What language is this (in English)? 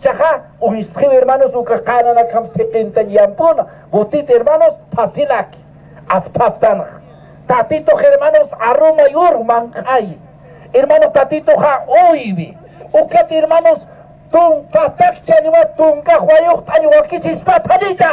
Aymara